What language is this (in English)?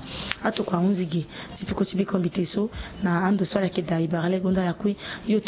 Sango